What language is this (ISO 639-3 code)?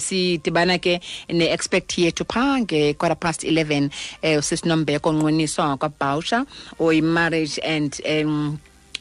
xho